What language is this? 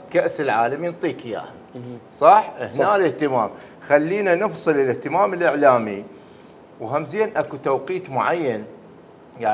Mesopotamian Arabic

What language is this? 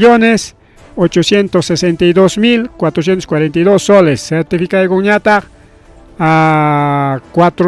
Ayacucho Quechua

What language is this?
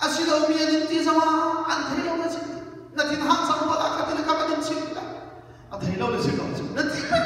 Hakha Chin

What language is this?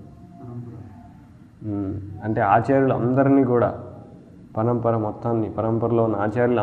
Telugu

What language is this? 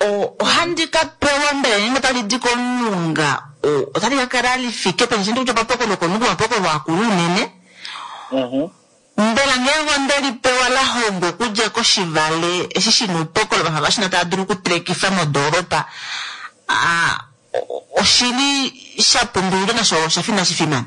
Kuanyama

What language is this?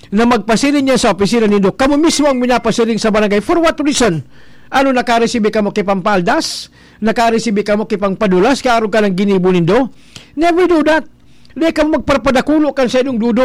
Bikol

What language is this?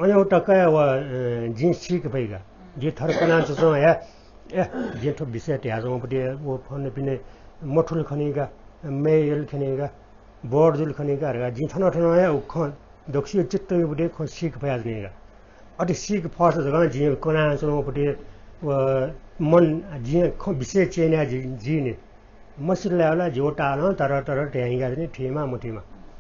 Newari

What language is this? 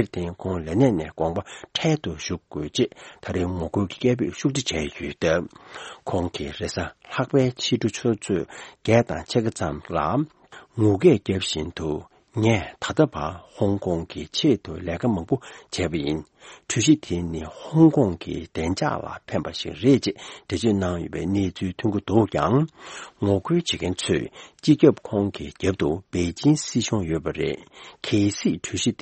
Tibetan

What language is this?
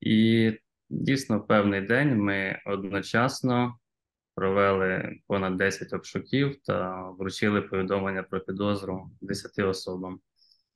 Ukrainian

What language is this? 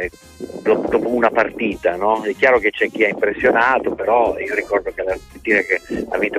Italian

